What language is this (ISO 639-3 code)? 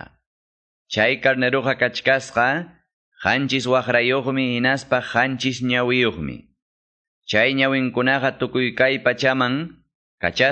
que